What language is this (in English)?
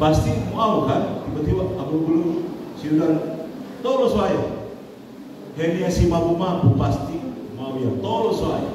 Nias